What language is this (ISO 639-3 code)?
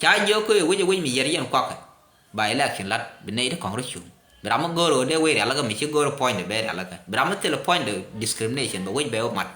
nus